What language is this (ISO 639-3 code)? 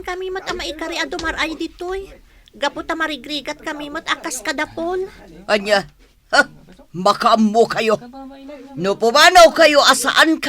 ilo